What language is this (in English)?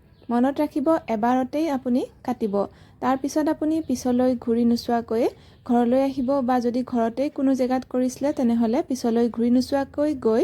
Assamese